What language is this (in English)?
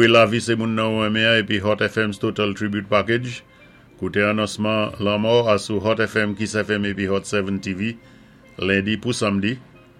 Saint Lucian Creole French